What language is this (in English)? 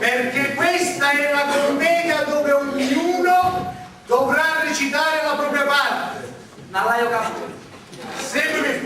Sicilian